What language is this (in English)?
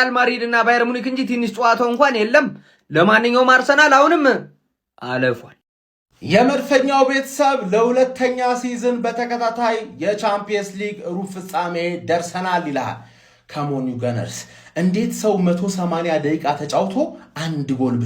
Amharic